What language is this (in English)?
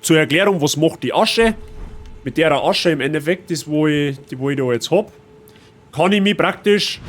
Bavarian